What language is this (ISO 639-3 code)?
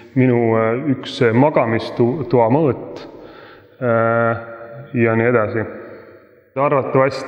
est